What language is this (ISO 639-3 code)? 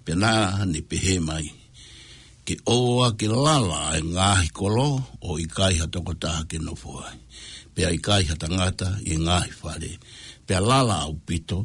ton